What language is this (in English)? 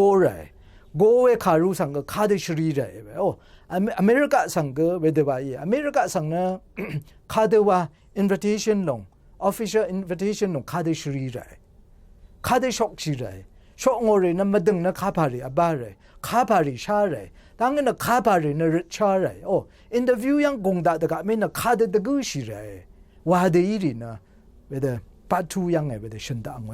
Rawang